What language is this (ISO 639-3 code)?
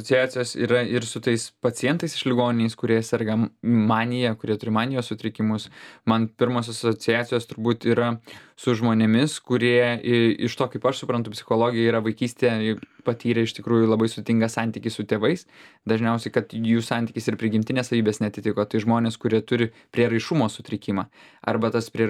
lit